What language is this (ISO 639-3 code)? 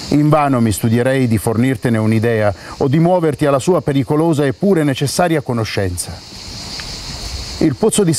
ita